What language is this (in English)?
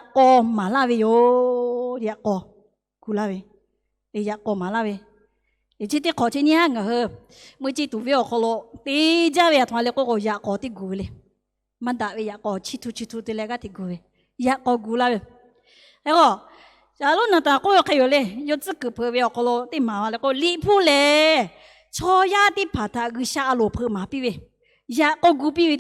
Lahu